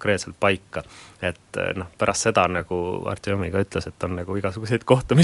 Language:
Estonian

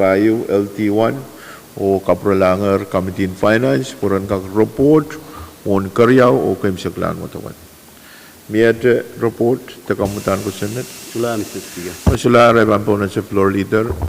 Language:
Pohnpeian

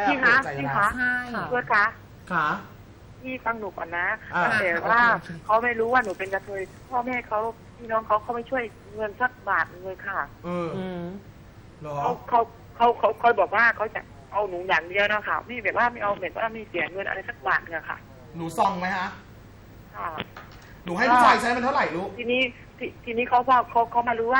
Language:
Thai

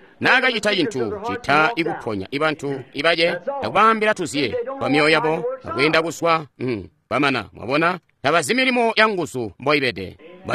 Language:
Tonga (Zambia)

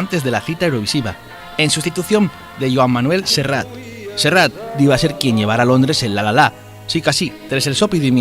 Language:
Asturian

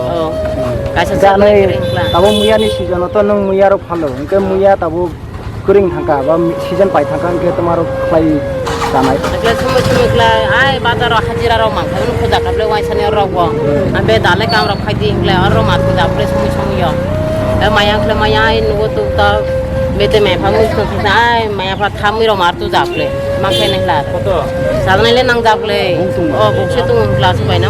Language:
Kok Borok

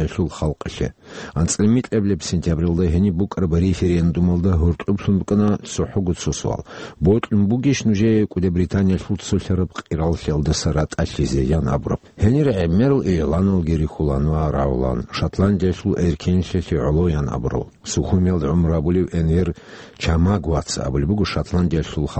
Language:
Avaric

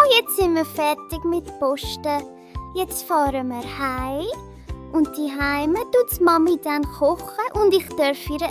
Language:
Swiss German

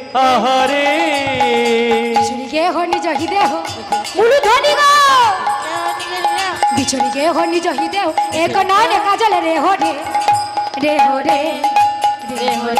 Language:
Bangla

